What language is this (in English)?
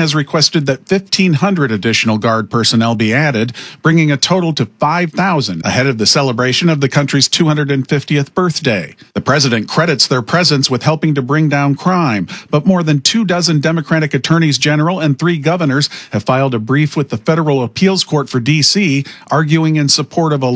English